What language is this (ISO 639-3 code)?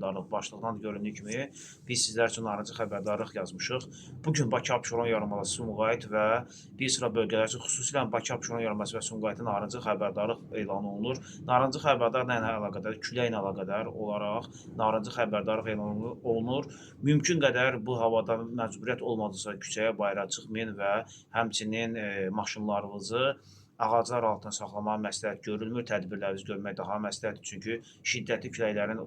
aze